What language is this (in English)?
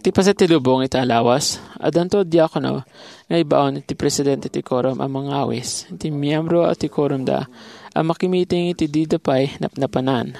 Iloko